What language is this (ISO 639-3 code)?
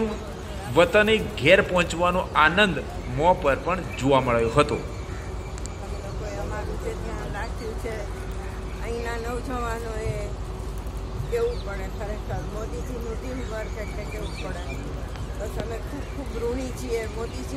guj